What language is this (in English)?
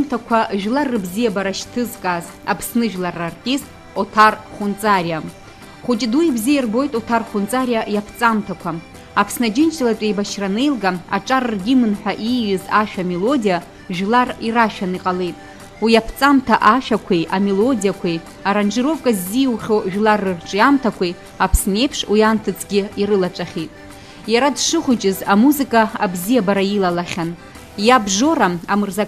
Abkhazian